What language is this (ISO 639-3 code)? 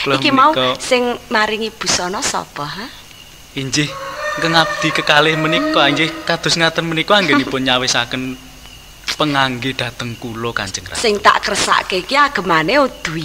jav